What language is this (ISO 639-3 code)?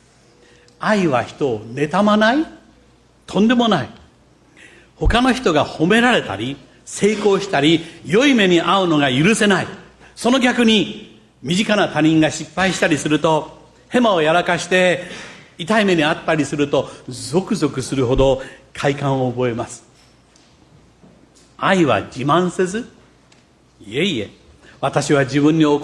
jpn